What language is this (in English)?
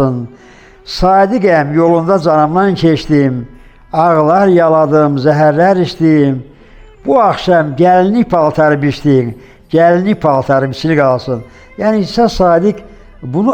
Azerbaijani